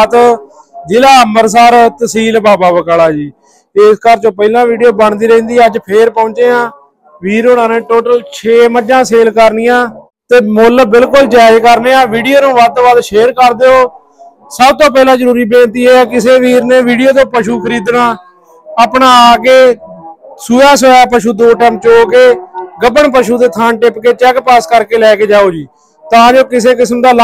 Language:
Punjabi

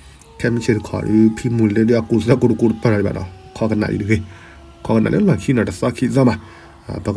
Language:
S'gaw Karen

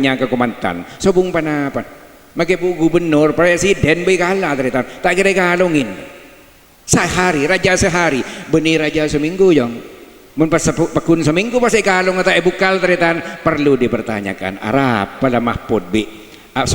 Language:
Madurese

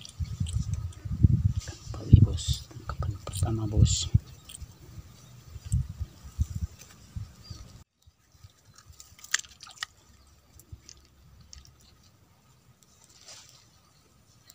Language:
Indonesian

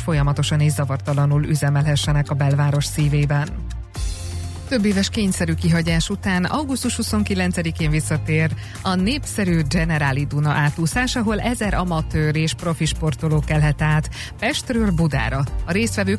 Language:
Hungarian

